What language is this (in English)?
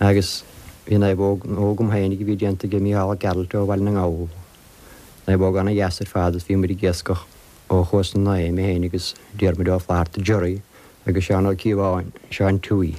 Irish